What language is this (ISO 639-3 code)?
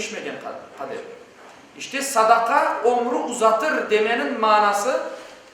crh